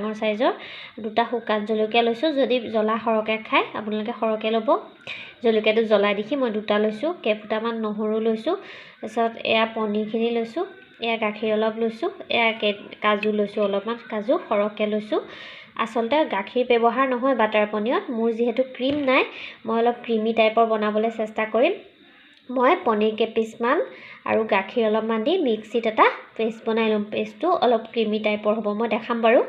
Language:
Assamese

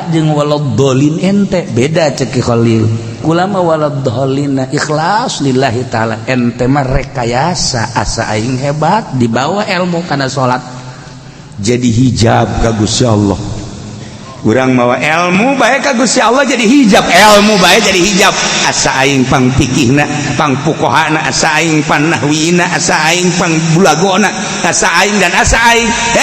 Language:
Sundanese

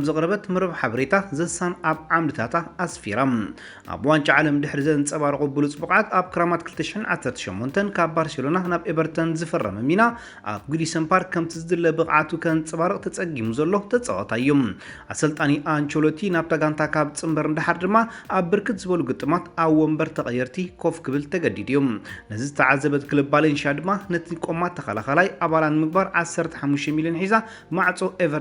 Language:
Tigrinya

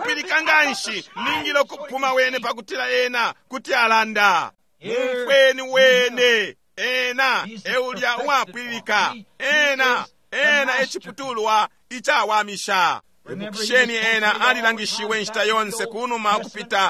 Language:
Bemba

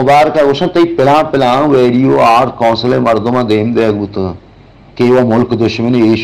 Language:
Baluchi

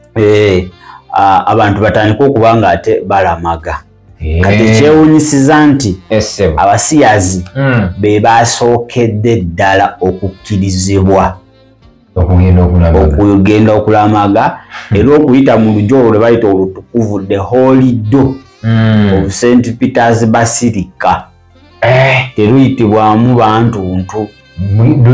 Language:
Ganda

